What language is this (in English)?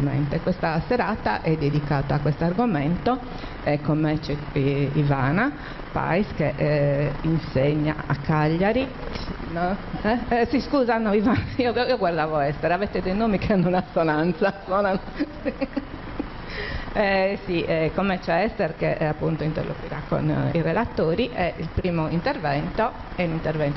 Italian